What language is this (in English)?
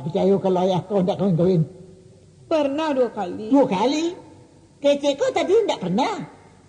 Minangkabau